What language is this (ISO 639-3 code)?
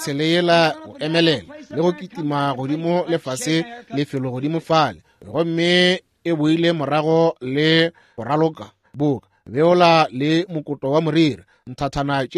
nso